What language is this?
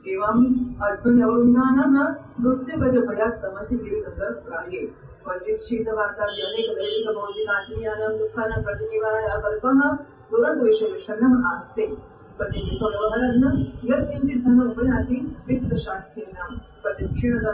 Gujarati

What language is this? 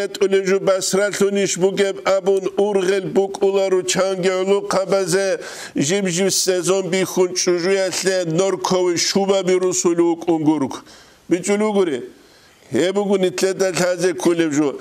Avaric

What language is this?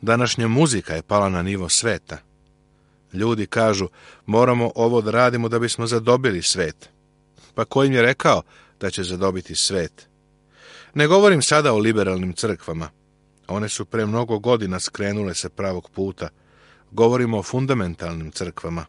Serbian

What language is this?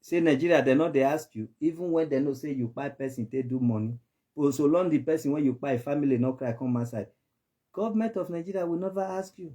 Nigerian Pidgin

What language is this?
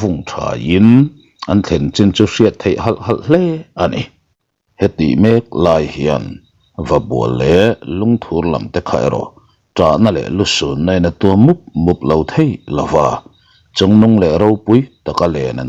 Mizo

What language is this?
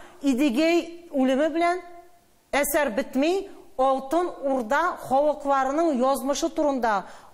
Tatar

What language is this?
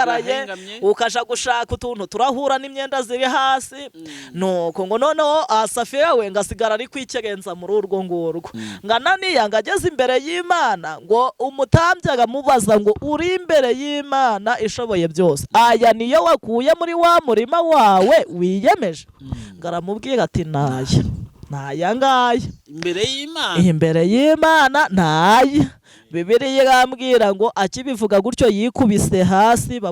Kinyarwanda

